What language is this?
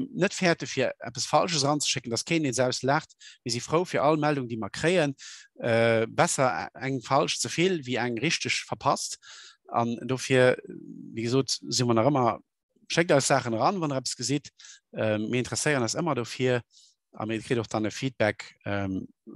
Luxembourgish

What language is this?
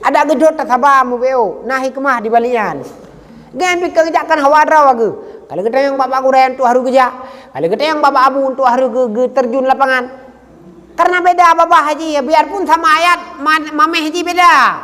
Achinese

